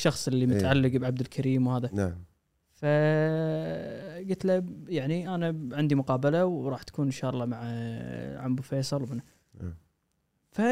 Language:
Gulf Arabic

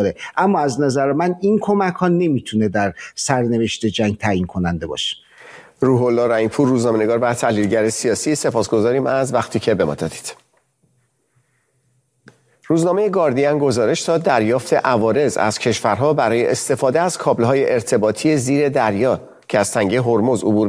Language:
Persian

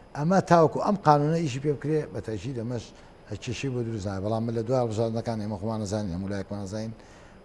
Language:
Central Kurdish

